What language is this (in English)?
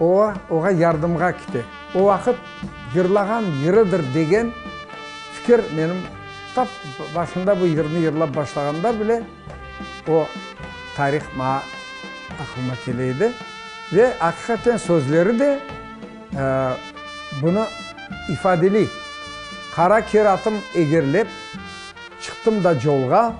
Crimean Tatar